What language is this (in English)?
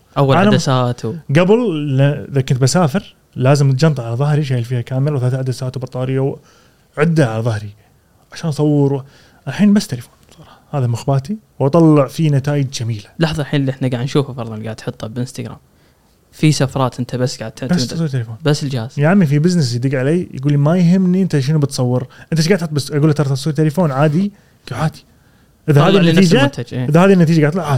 Gulf Arabic